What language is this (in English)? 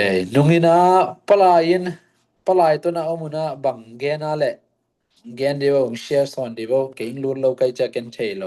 Tedim Chin